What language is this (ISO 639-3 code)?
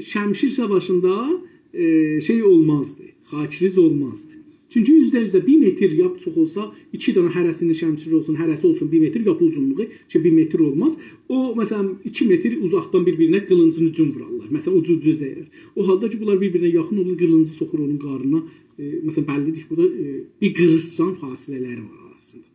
azb